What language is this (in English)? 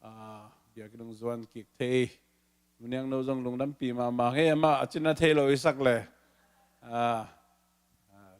Tedim Chin